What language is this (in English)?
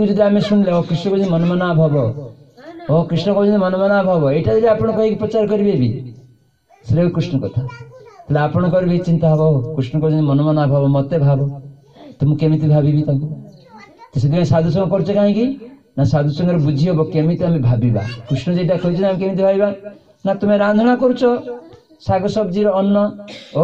Odia